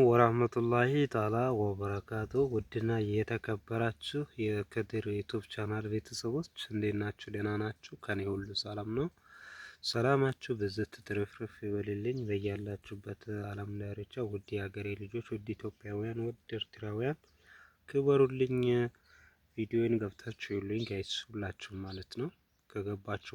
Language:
Amharic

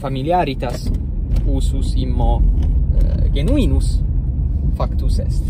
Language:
Latin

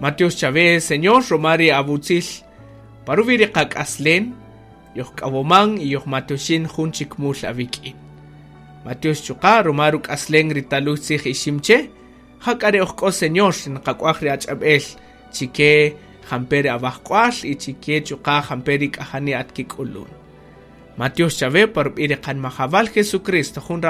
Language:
Kaqchikel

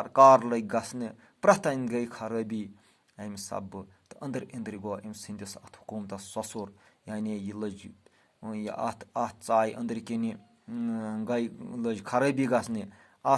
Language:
Kashmiri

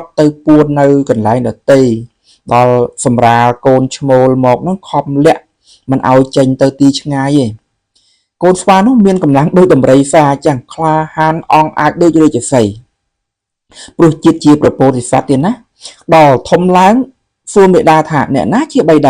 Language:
Khmer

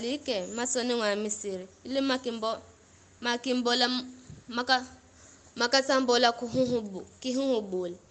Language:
Giryama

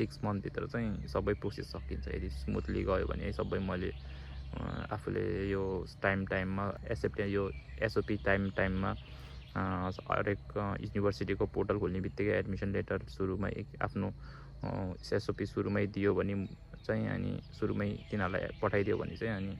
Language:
Nepali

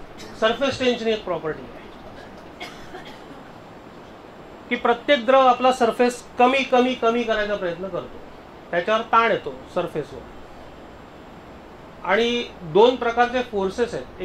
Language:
Marathi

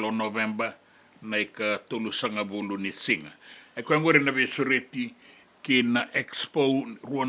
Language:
Fijian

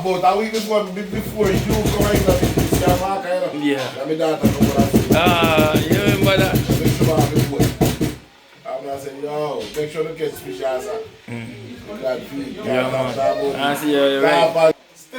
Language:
Jamaican Creole English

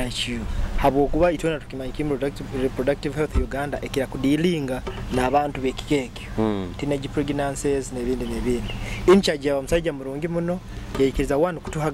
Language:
Nyoro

